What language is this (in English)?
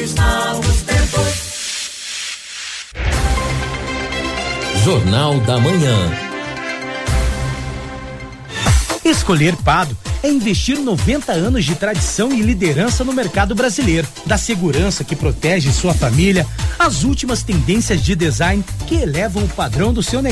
Portuguese